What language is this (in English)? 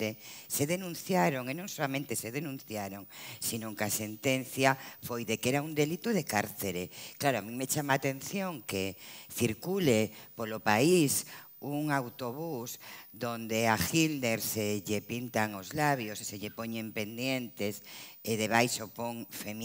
Galician